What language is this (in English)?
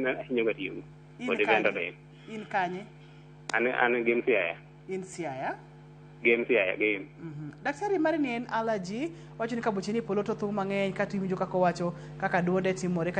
Luo (Kenya and Tanzania)